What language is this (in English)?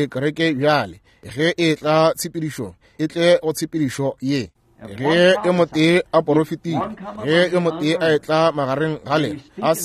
Northern Sotho